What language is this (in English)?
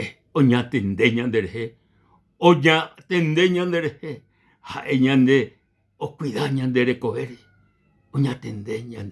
Guarani